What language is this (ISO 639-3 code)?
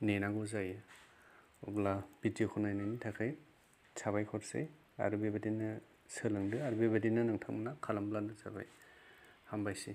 brx